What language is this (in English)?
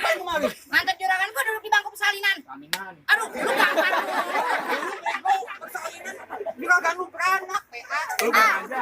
Betawi